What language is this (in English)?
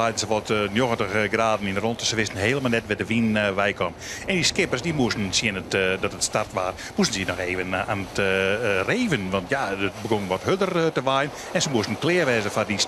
Western Frisian